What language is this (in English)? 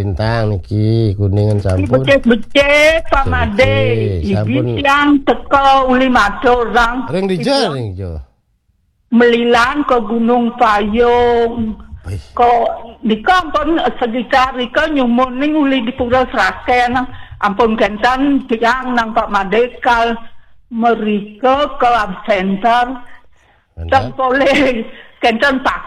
Balinese